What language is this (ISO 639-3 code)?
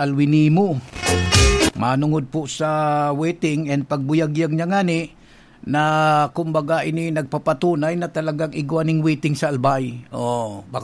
bik